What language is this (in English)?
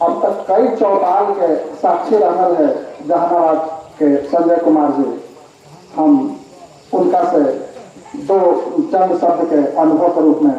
Magahi